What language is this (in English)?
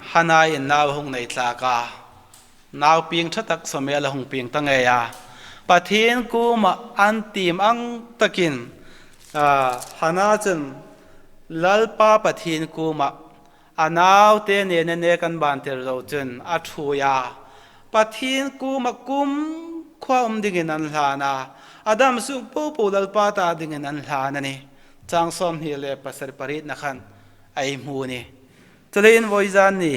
Hmar